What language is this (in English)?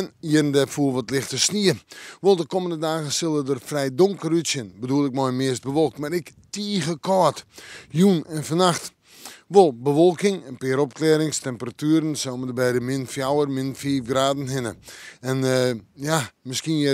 Western Frisian